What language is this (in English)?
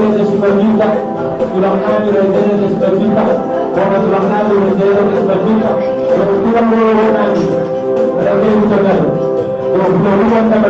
Batak Toba